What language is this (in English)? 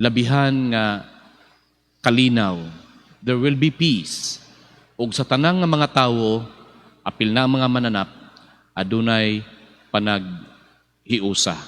Cebuano